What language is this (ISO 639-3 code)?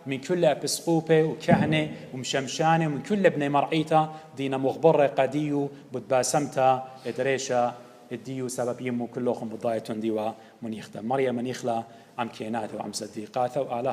aii